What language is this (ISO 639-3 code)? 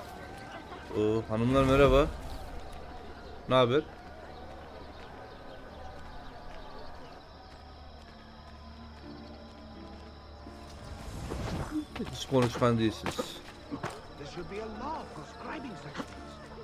tur